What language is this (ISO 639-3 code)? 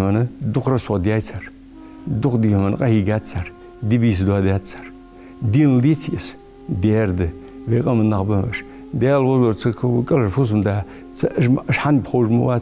inh